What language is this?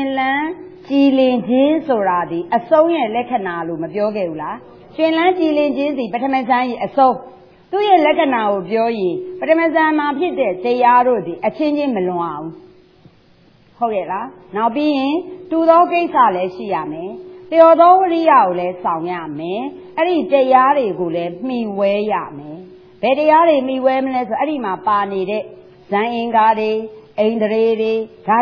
Burmese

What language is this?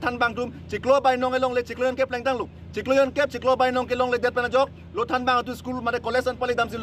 Karbi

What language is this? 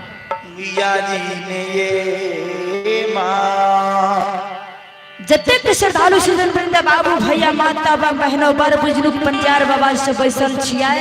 Maithili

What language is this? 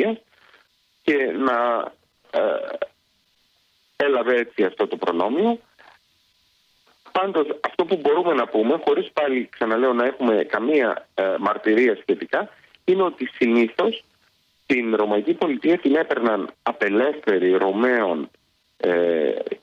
Greek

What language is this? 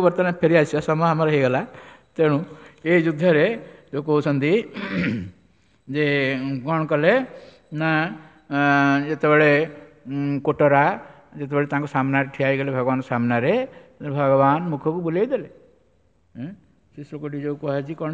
Odia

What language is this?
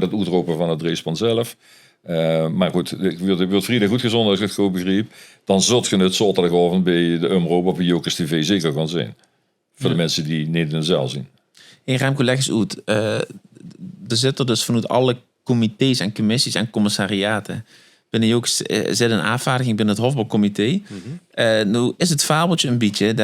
Limburgish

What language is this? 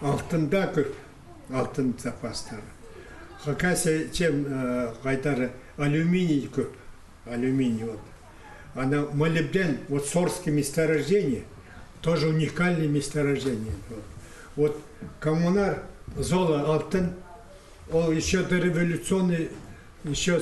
Khakas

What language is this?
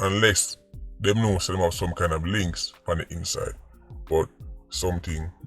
Jamaican Creole English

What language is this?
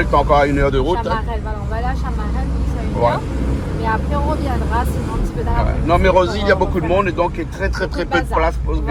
Réunion Creole French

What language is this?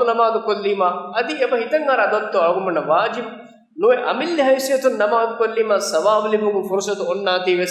Divehi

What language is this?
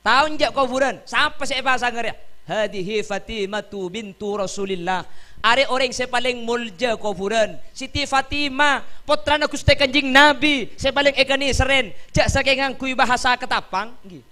Madurese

